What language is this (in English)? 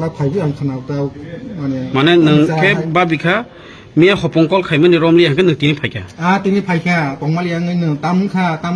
Kok Borok